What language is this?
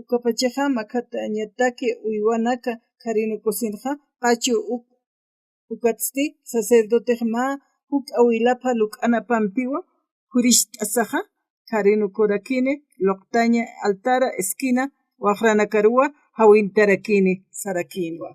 Aymara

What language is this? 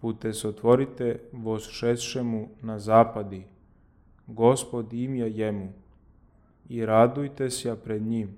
Church Slavic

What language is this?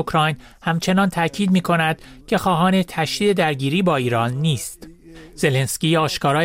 Persian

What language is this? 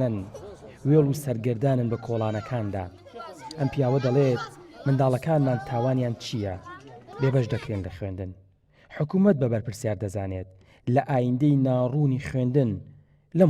Central Kurdish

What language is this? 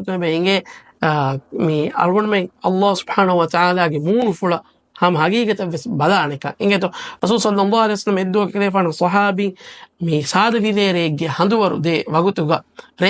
Divehi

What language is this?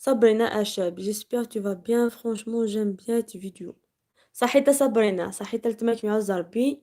Algerian Arabic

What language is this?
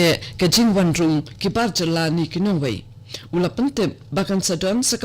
Khasi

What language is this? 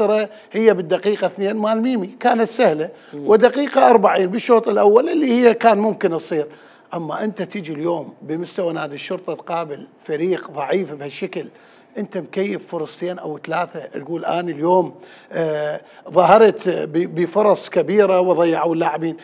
Mesopotamian Arabic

